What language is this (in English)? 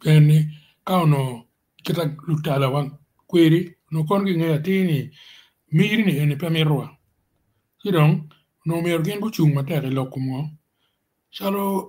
Acoli